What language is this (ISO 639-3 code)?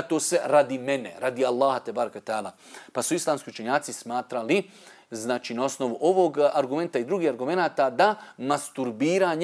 bos